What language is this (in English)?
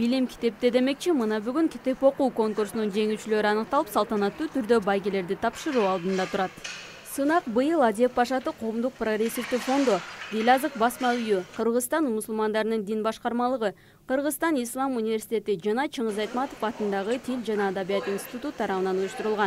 Kyrgyz